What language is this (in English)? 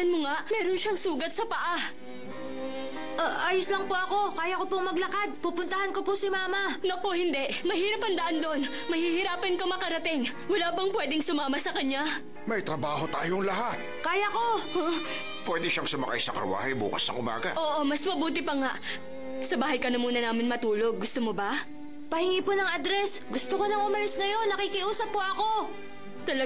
Filipino